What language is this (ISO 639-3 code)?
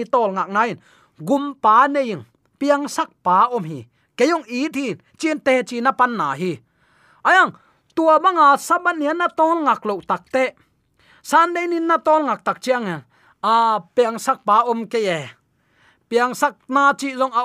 ctd